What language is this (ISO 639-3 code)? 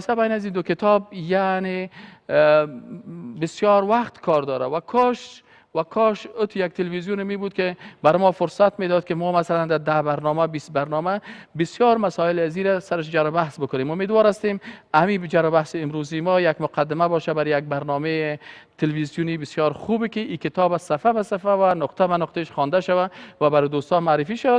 fas